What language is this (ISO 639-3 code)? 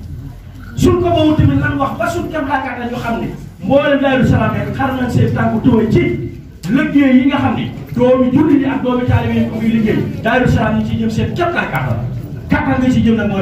wol